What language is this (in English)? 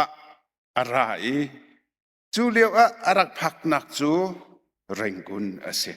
Hakha Chin